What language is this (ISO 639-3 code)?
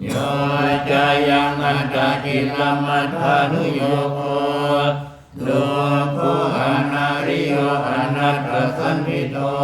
pli